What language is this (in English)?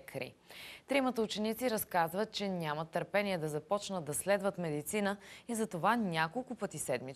Bulgarian